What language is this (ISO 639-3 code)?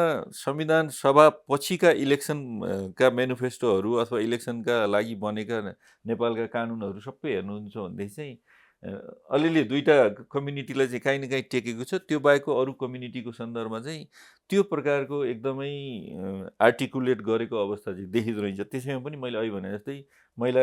nep